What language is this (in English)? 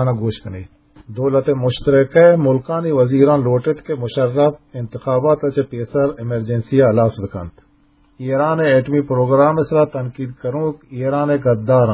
Eastern Balochi